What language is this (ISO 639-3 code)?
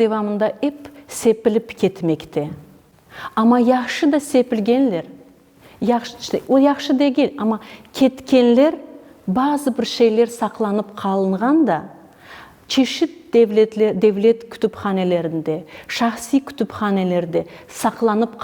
crh